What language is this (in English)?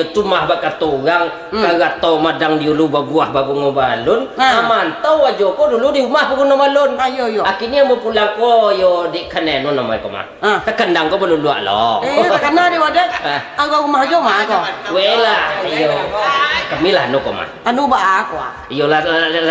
Minangkabau